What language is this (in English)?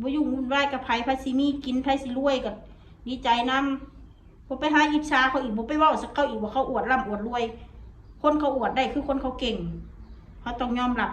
Northeastern Thai